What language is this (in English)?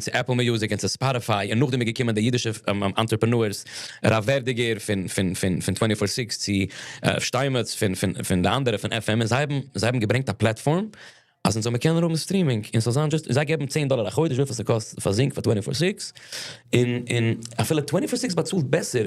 Yiddish